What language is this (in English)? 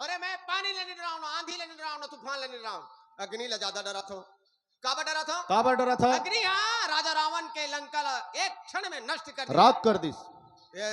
Chhattisgarhi